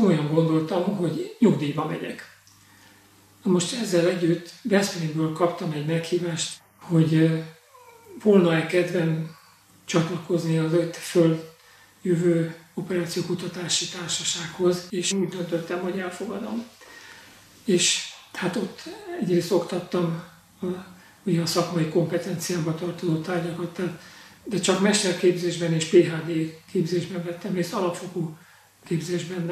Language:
Hungarian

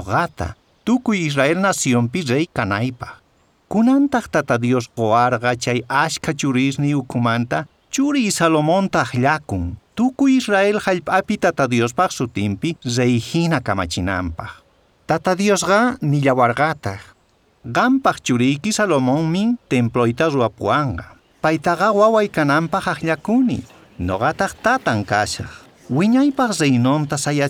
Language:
South Bolivian Quechua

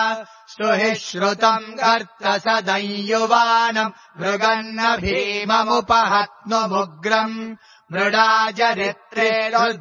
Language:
Sanskrit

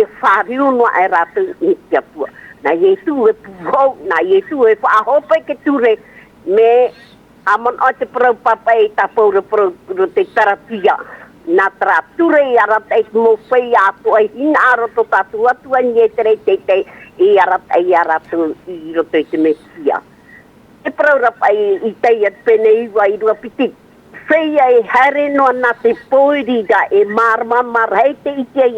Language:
Tahitian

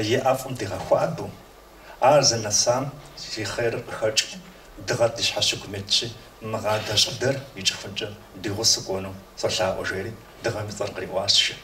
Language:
Kabardian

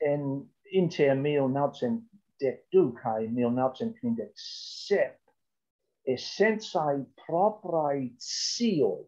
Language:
Esperanto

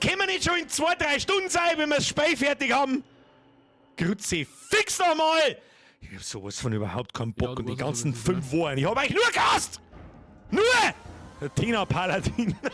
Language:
Bavarian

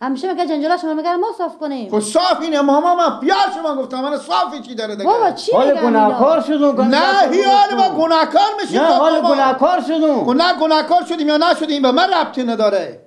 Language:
Persian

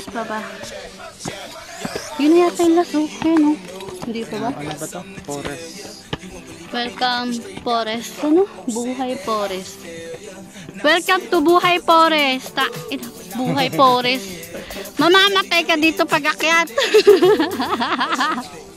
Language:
Filipino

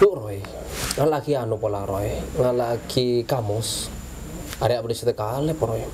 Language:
Madurese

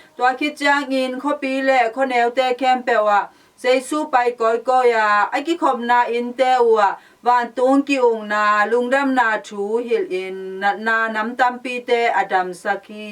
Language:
Tedim Chin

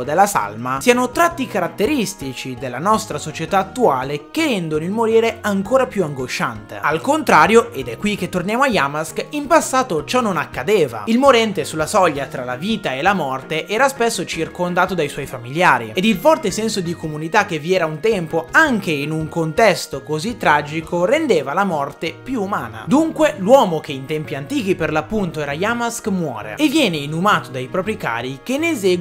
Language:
Italian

